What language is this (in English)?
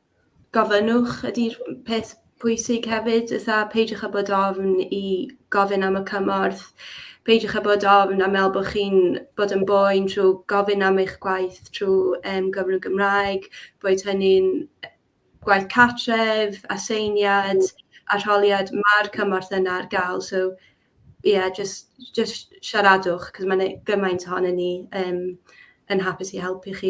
Welsh